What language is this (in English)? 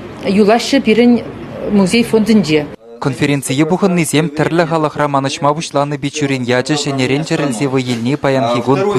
Chuvash